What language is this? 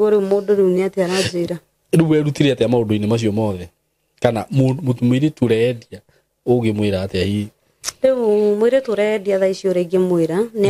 Kikuyu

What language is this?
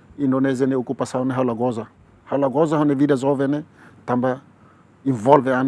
Tetum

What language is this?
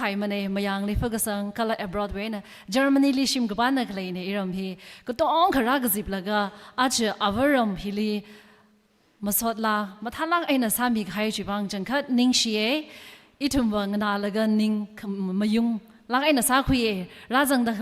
Tangkhul Naga (India)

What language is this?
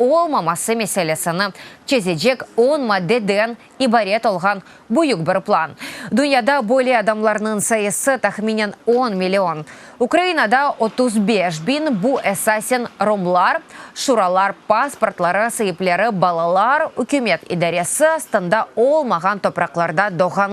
Crimean Tatar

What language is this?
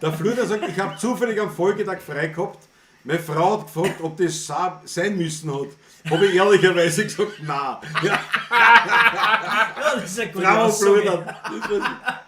Bavarian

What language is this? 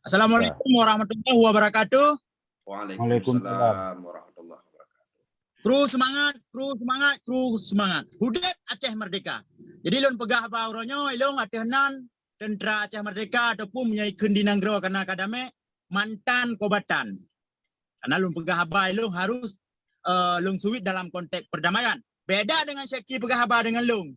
Achinese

